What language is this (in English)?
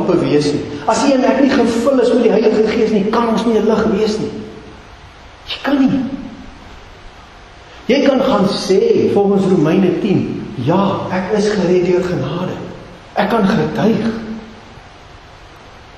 Afrikaans